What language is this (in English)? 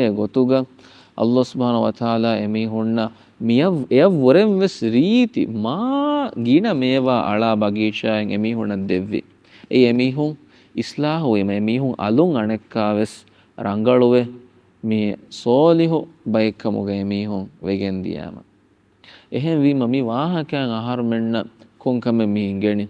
Divehi